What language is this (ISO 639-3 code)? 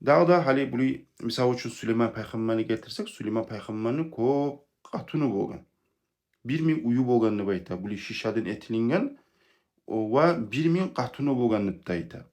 kum